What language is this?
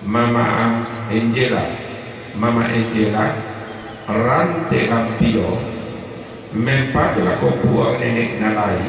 Toraja-Sa'dan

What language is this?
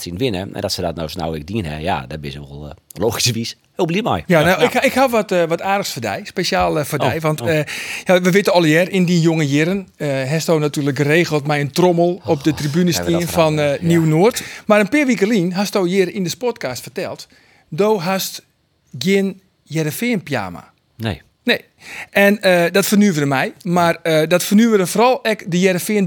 Western Frisian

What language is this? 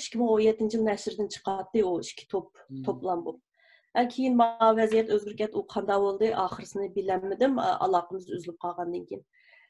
Uyghur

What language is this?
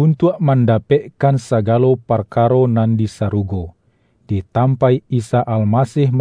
Minangkabau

